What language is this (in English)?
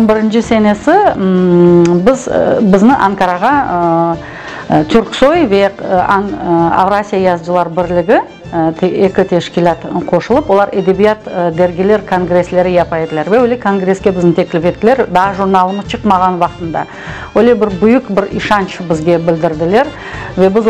Crimean Tatar